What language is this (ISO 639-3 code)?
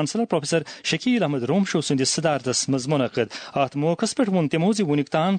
kas